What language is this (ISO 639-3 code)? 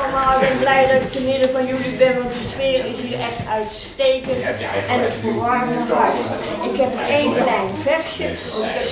nld